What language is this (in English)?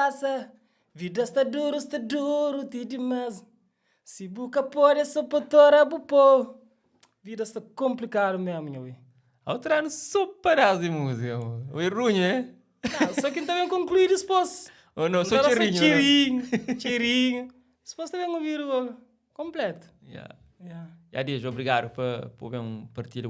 Kabuverdianu